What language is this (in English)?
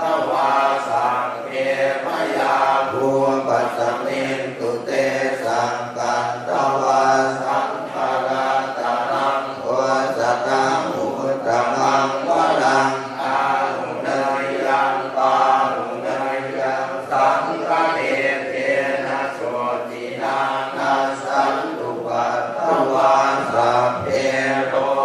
Pali